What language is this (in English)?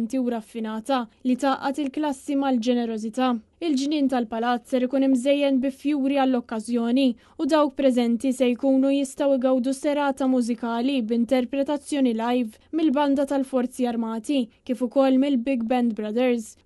Maltese